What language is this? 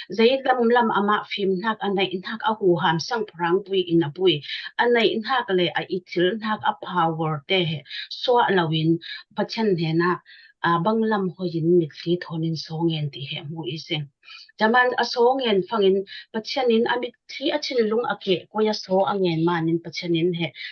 Falam Chin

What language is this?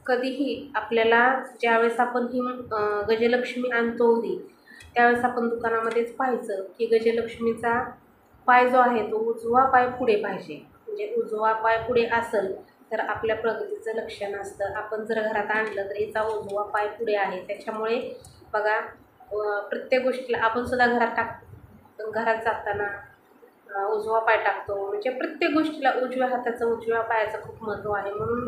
Marathi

